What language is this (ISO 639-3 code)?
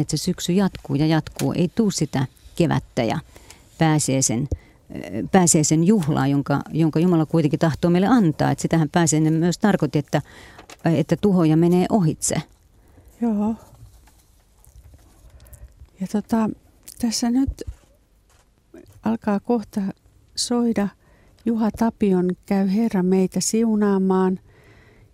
fin